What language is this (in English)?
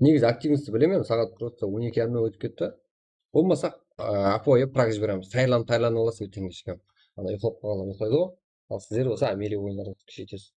Kara-Kalpak